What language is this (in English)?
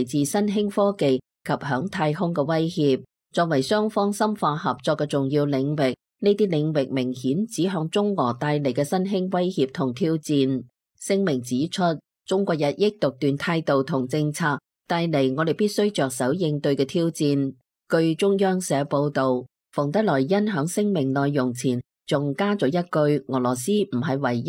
Cantonese